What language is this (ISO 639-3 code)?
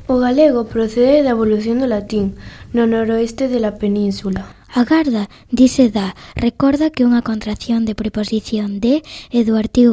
glg